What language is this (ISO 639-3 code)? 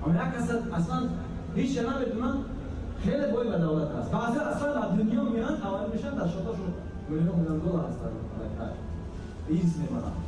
tgk